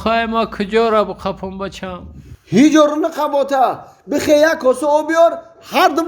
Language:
Tajik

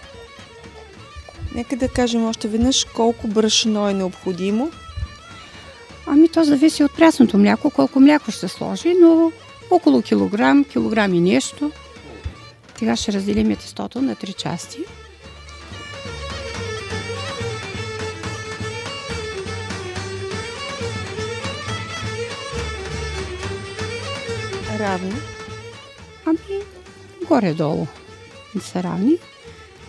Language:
Bulgarian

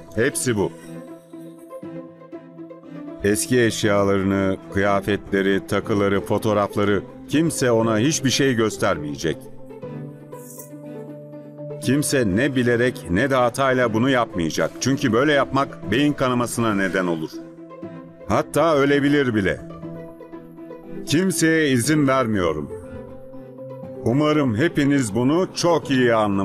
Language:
Turkish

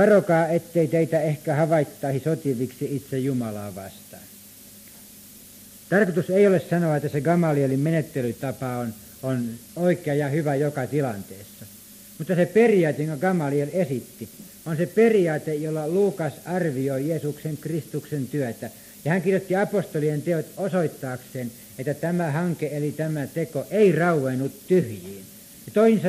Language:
Finnish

